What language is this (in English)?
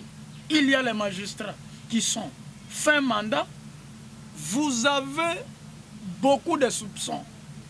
French